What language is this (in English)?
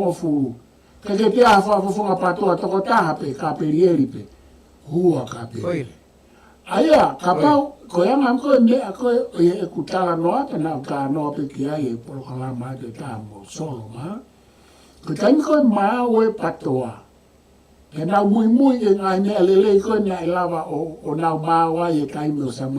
Tongan